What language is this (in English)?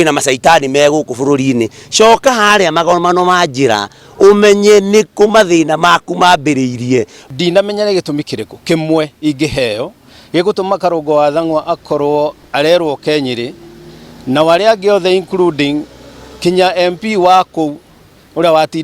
Kikuyu